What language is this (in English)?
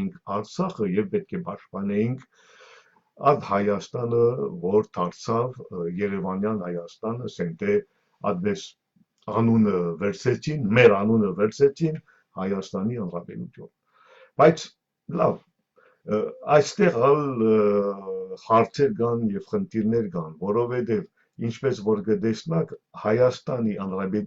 Western Armenian